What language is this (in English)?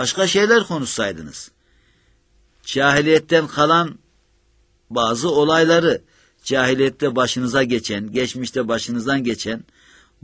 Turkish